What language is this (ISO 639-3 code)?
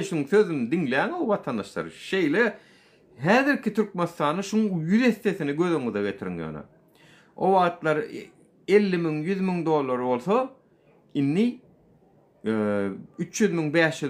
tuk